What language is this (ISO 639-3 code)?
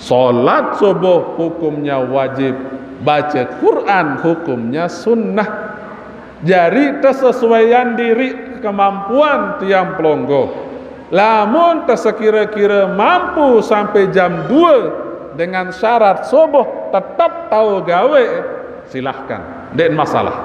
sas